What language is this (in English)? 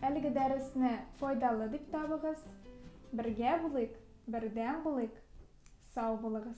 Tatar